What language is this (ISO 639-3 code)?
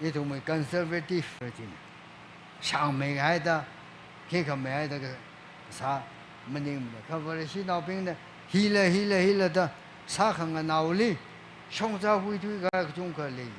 nmf